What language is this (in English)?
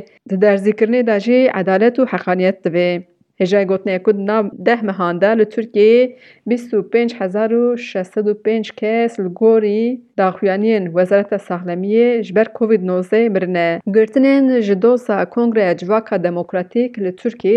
Kurdish